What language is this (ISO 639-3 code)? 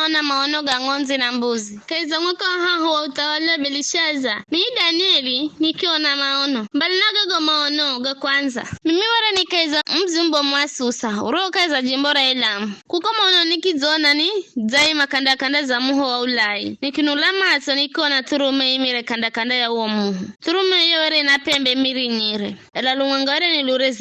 nyf